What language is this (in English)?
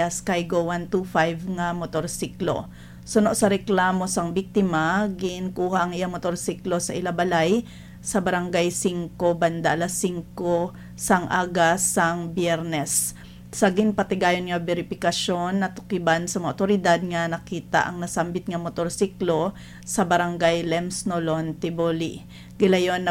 Hiligaynon